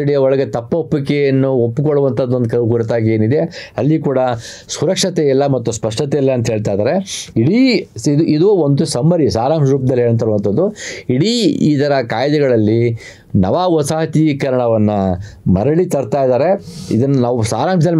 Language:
Kannada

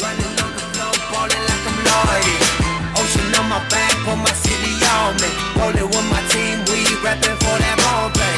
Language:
Pohnpeian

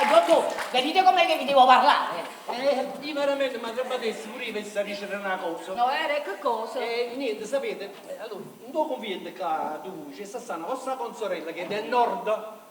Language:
Neapolitan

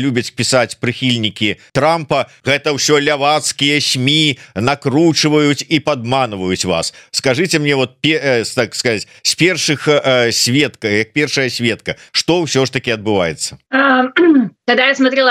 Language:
Belarusian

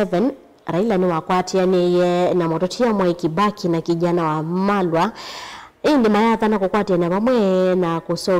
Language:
Kamba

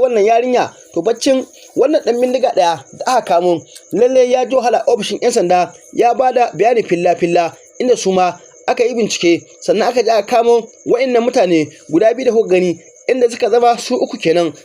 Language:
Hausa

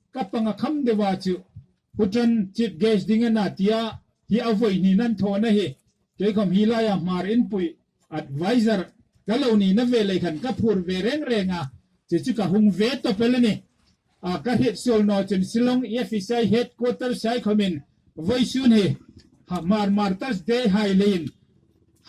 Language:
Hmar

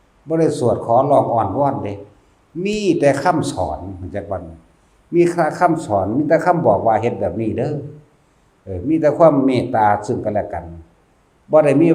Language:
Lao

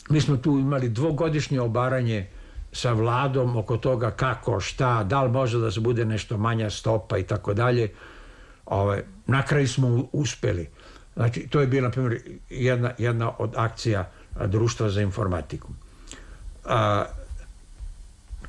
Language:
Serbian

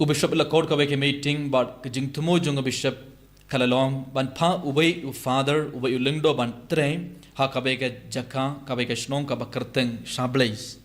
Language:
Khasi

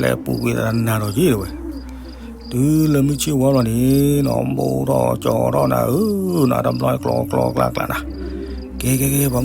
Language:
S'gaw Karen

